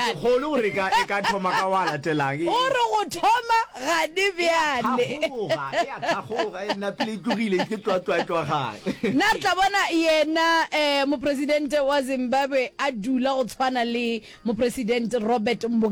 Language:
Northern Sotho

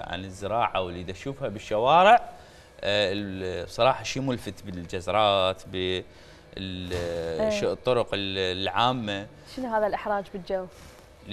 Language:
Mesopotamian Arabic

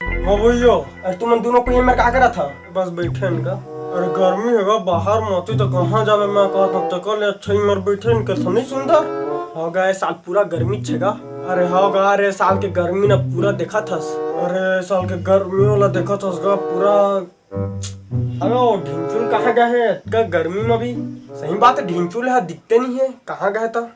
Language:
Chhattisgarhi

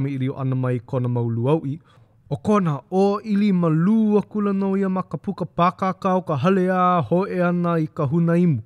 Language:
Hawaiian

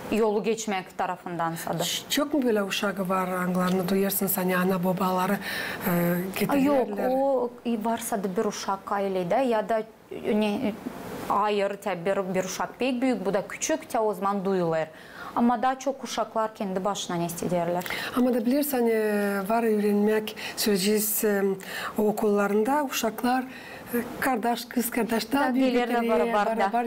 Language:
Gagauz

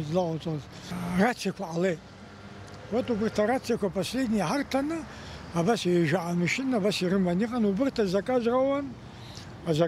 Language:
Abkhazian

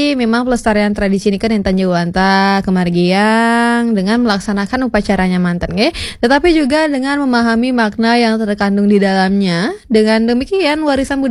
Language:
Balinese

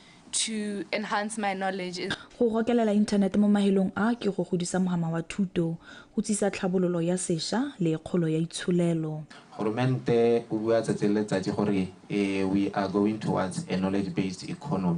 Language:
Tswana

